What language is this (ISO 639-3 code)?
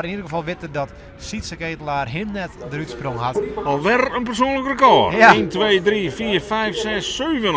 fry